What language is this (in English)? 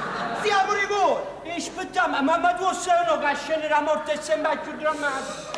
Neapolitan